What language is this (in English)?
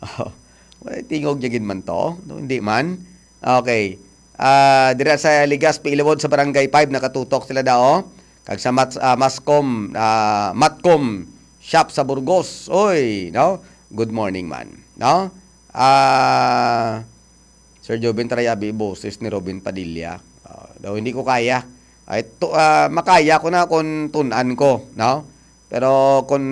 Hiligaynon